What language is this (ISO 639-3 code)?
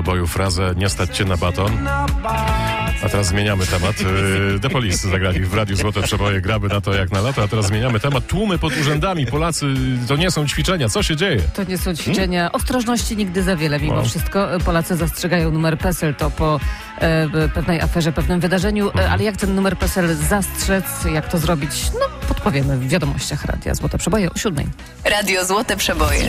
pol